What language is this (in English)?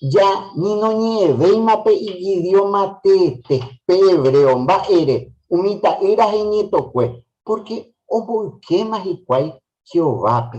Guarani